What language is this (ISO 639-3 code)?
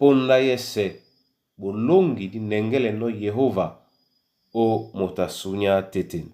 dua